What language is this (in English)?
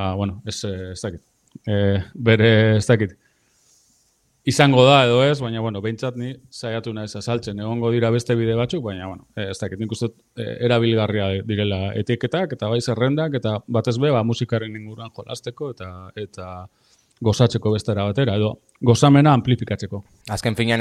Basque